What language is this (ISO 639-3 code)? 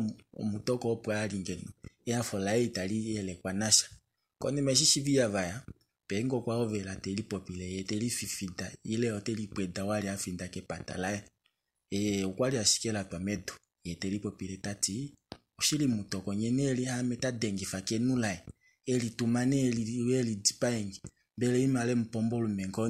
kua